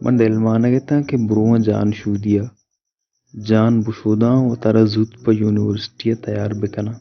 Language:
Baluchi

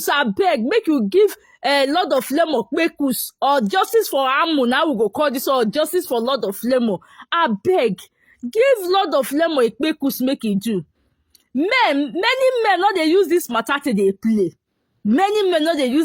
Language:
Nigerian Pidgin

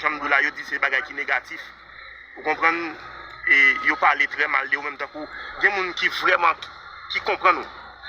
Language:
Haitian Creole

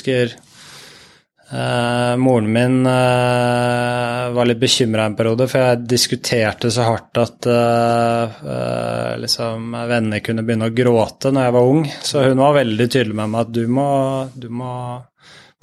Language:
Norwegian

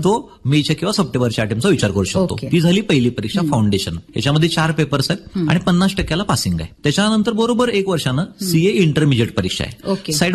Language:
Marathi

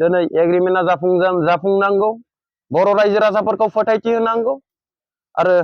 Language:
Bodo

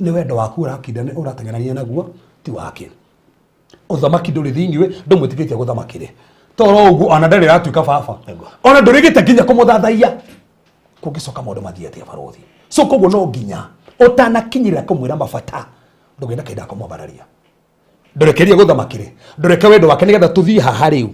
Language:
Kikuyu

